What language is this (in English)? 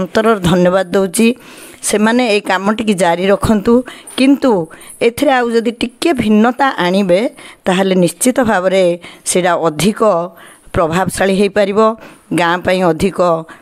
Odia